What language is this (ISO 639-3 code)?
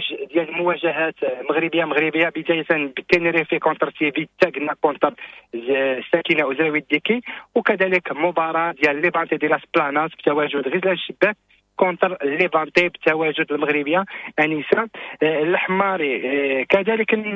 ary